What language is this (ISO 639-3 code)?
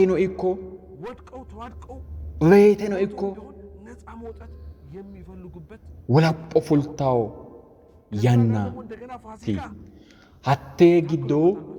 sid